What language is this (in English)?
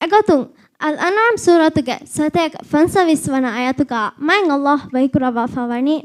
Divehi